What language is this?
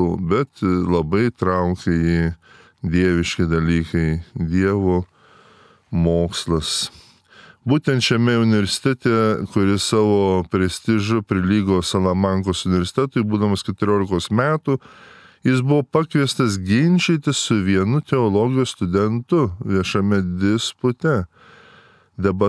Lithuanian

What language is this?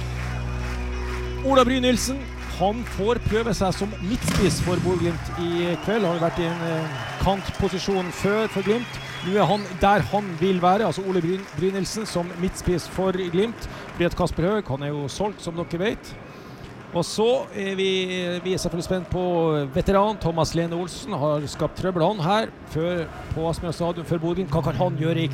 Norwegian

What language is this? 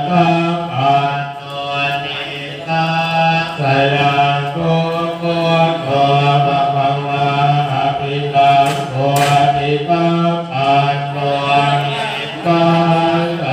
Pali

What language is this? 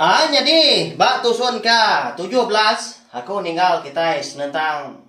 Iban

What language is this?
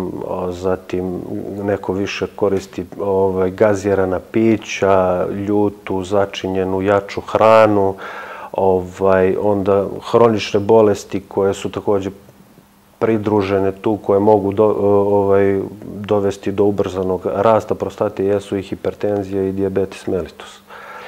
Serbian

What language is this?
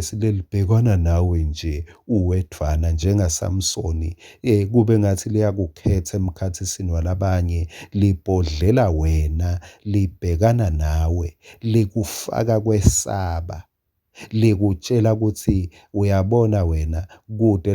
Swati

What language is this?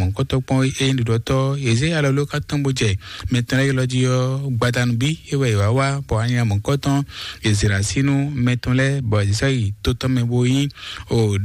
Fon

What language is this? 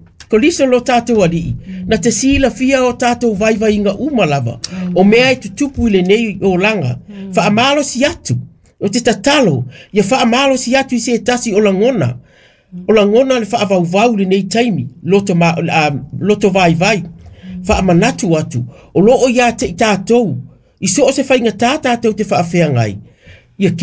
Samoan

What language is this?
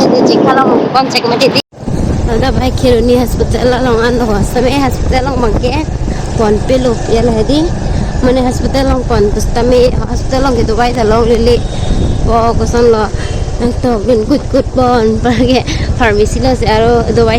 Karbi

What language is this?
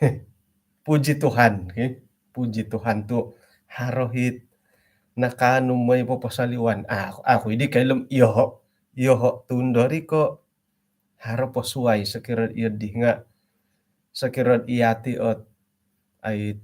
Central Dusun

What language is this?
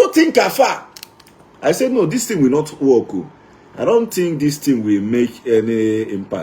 Igbo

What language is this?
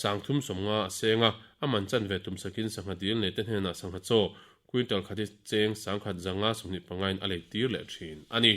Mizo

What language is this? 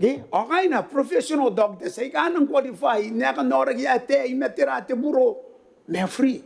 Gilbertese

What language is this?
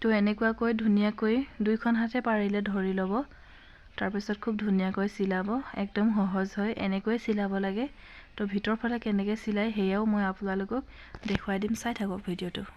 Assamese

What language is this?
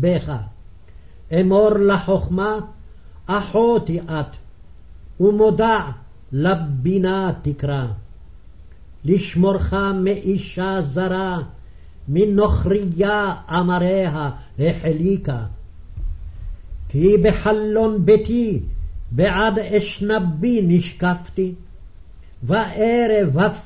Hebrew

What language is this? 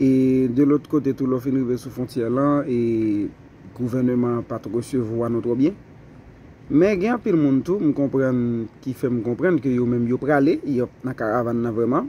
Haitian Creole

